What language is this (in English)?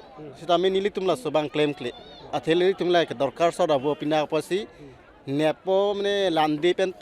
Karbi